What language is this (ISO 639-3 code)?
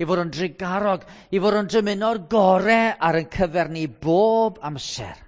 cym